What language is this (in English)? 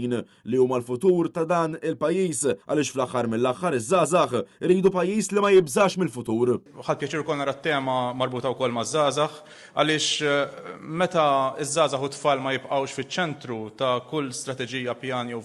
Maltese